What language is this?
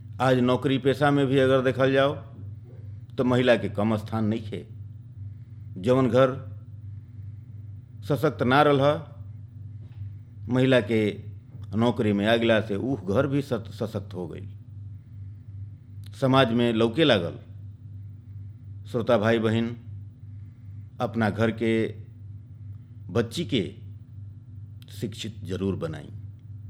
Bhojpuri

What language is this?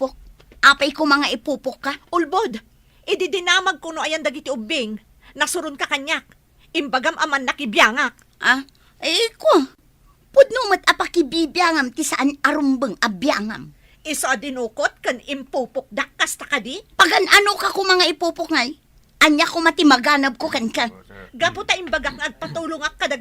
Iloko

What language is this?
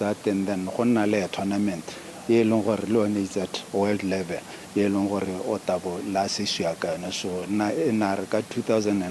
Tswana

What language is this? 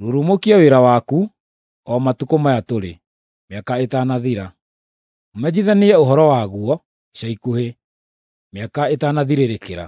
Kikuyu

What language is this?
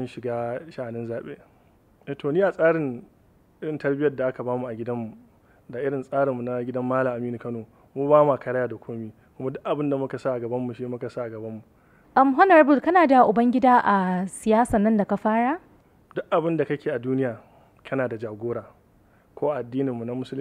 Hausa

